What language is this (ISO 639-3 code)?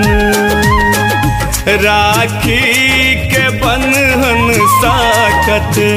mai